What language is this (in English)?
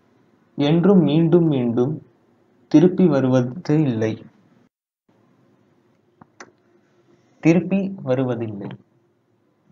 Tamil